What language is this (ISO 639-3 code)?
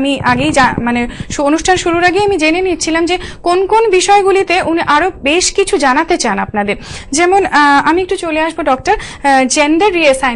ben